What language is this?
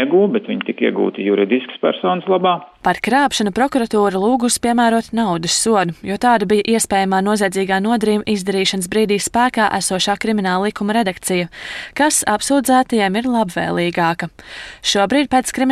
Latvian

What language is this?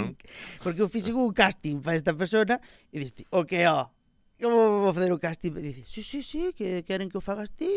Galician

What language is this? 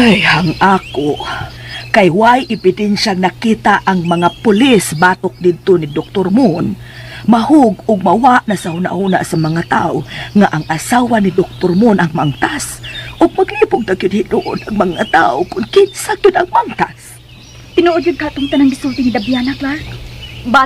Cebuano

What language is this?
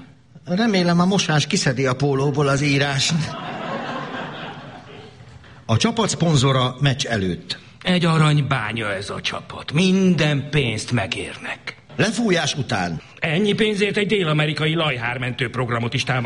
Hungarian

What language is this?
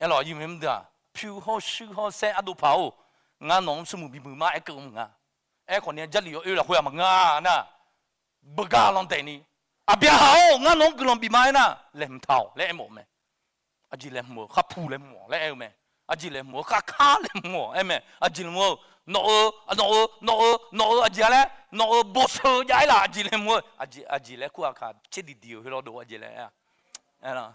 Akha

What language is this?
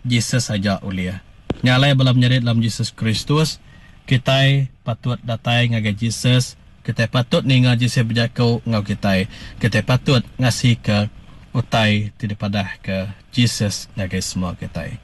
Iban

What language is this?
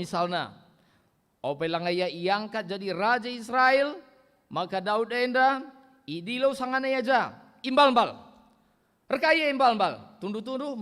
Batak Karo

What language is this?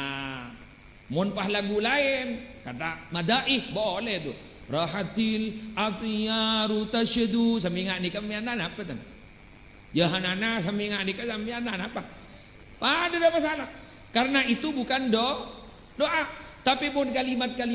Madurese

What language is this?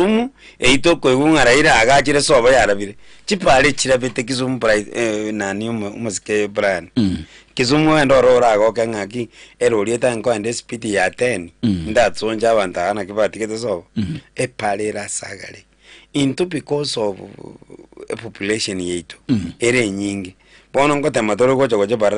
Gusii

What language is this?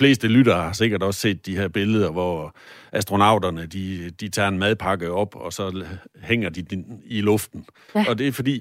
Danish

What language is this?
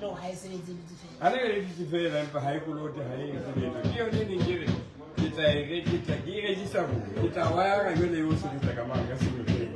Southern Sotho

